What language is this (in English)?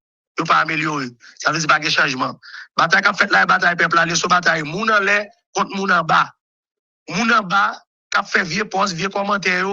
Haitian Creole